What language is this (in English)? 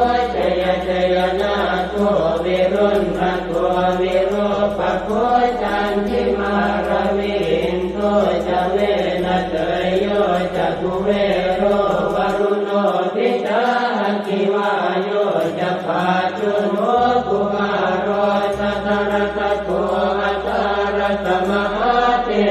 Pali